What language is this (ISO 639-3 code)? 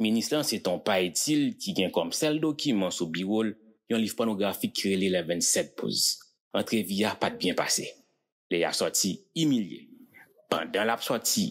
hat